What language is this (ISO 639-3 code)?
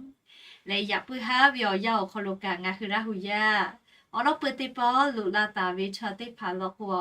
lhu